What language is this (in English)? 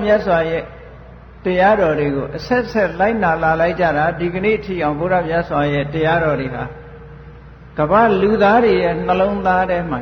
Burmese